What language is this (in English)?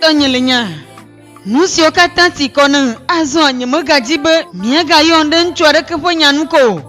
Ewe